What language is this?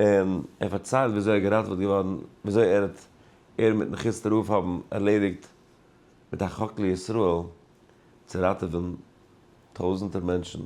Yiddish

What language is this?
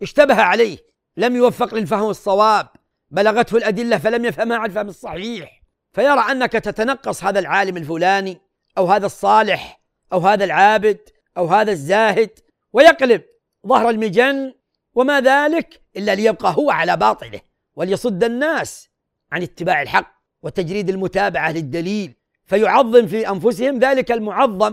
Arabic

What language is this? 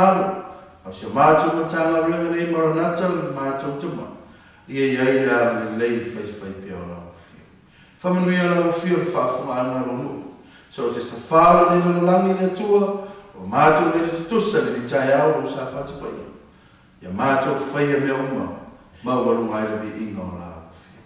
Samoan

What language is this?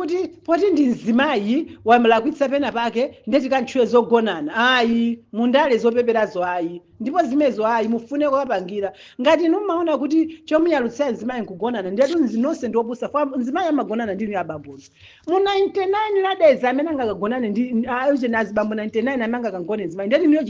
Nyanja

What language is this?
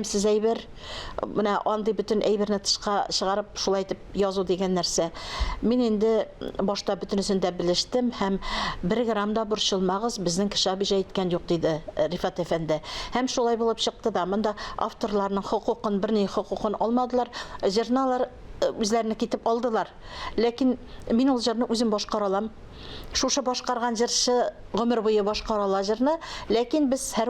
Tatar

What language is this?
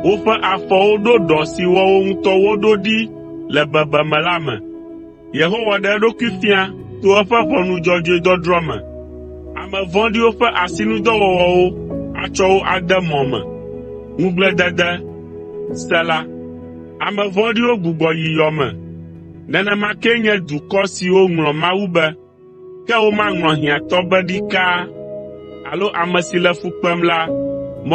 Ewe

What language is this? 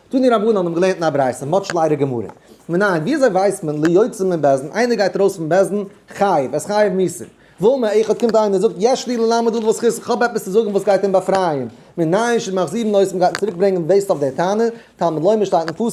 Yiddish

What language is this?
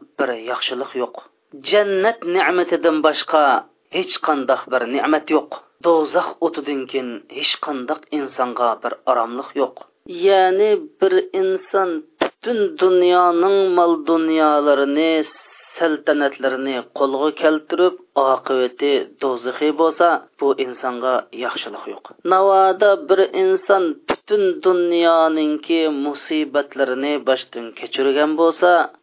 Uyghur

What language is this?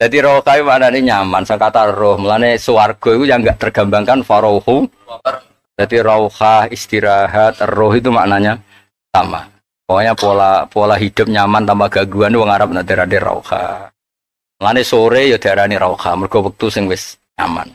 Javanese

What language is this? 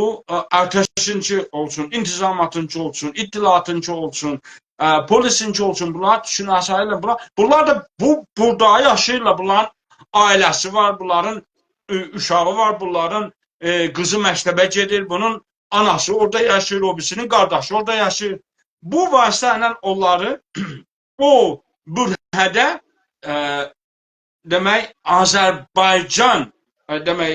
South Azerbaijani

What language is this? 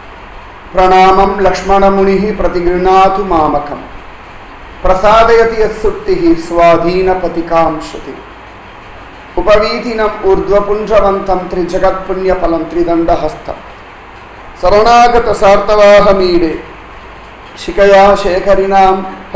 Tamil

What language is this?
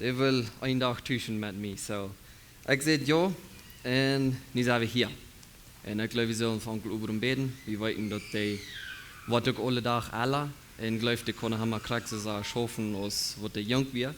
Plautdietsch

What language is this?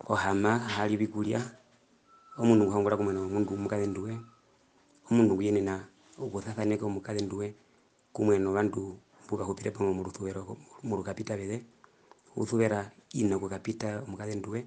Herero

